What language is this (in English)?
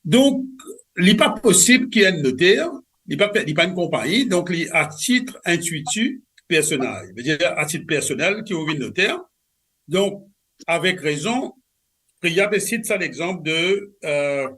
Morisyen